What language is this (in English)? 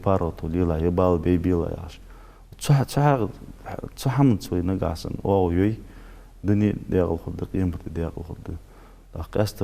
Ingush